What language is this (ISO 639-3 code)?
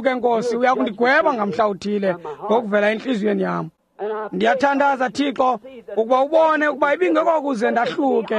xho